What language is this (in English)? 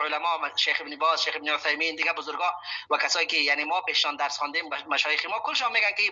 Persian